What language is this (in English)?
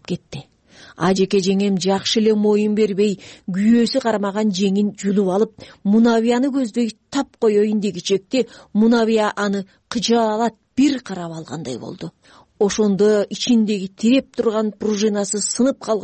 Kyrgyz